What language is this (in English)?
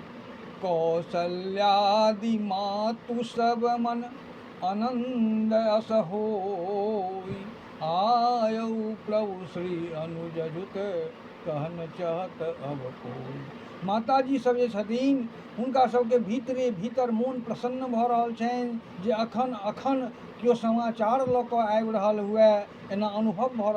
Maithili